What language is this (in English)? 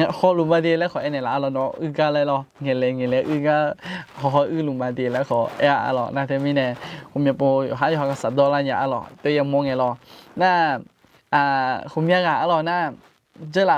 Akha